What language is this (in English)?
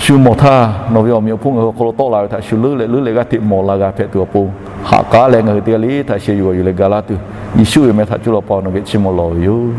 Lahu